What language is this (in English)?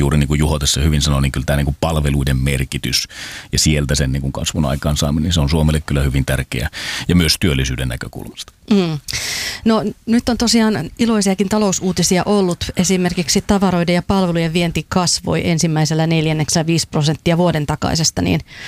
Finnish